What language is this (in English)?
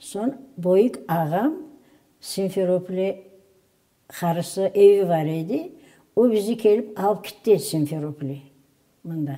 Crimean Tatar